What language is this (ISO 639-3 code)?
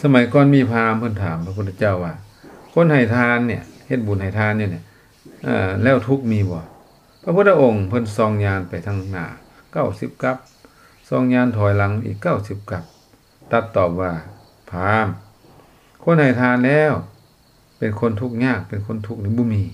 lao